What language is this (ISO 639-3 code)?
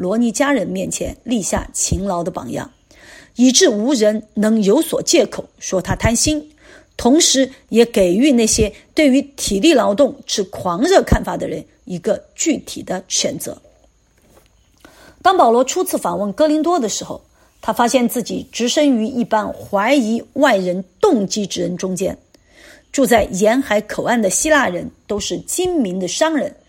zho